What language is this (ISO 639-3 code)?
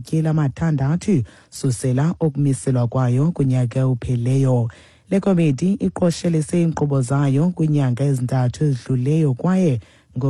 xho